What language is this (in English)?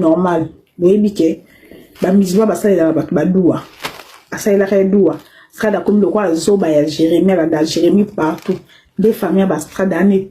Lingala